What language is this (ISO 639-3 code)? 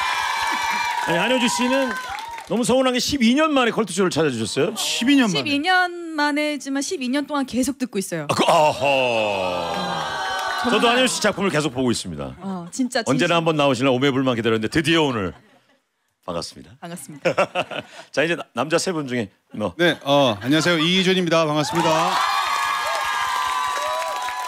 kor